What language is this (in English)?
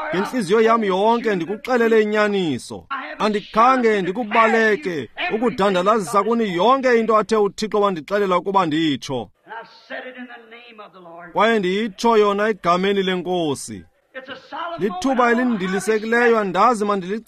Xhosa